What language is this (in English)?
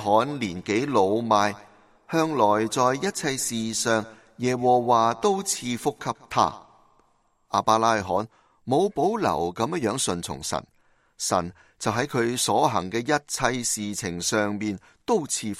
Cantonese